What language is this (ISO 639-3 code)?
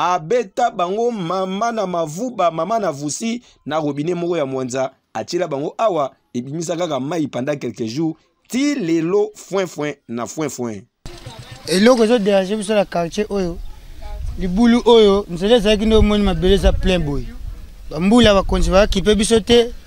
lin